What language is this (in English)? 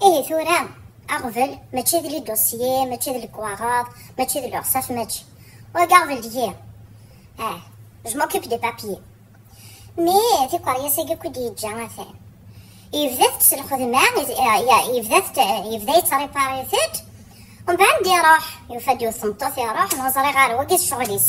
Kabyle